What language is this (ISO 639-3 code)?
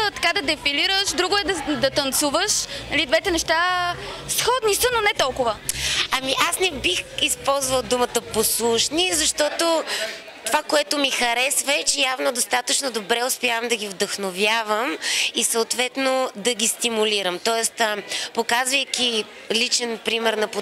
bul